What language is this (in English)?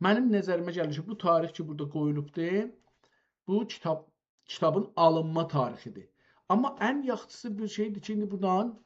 South Azerbaijani